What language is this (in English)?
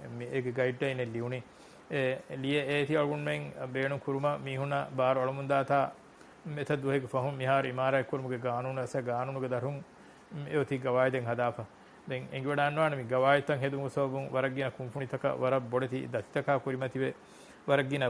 Divehi